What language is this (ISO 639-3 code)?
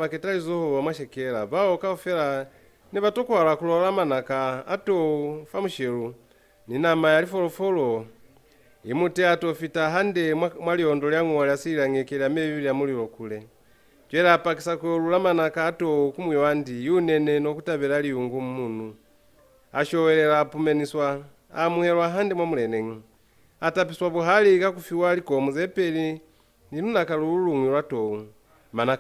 loz